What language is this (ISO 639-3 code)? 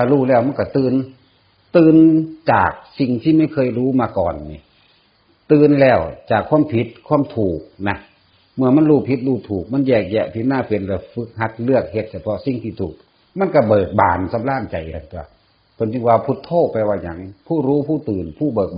tts